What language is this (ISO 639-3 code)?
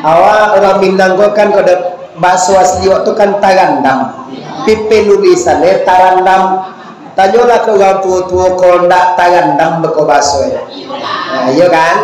min